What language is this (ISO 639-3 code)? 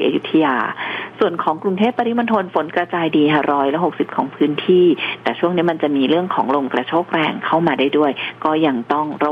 tha